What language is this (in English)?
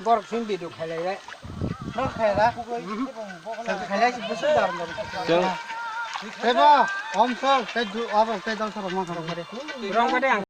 Kok Borok